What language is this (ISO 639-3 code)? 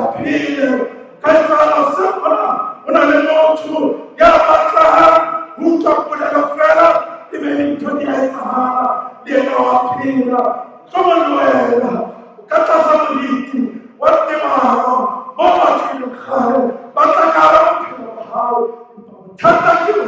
sot